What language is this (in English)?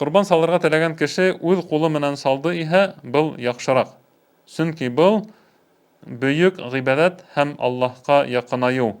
Bashkir